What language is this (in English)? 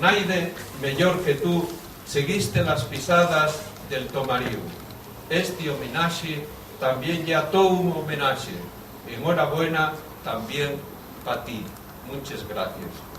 Asturian